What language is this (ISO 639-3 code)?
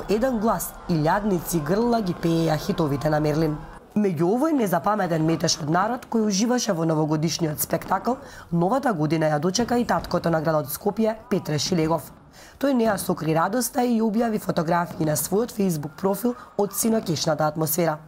mkd